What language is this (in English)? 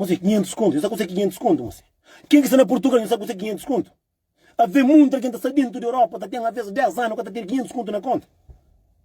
Kabuverdianu